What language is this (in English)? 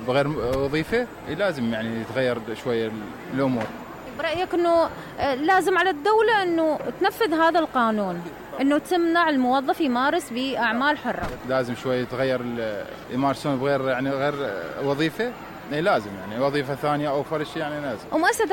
Mesopotamian Arabic